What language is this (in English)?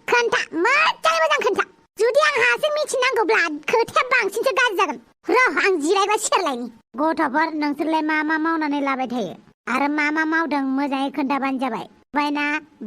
Bodo